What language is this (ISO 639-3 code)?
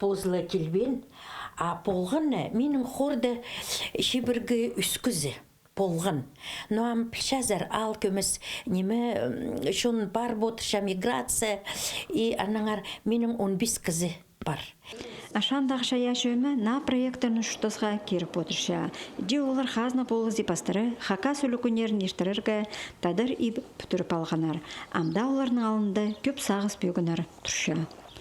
kjh